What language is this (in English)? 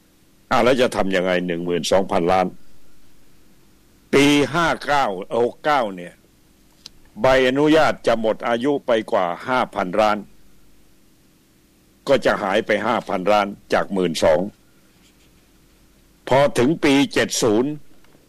Thai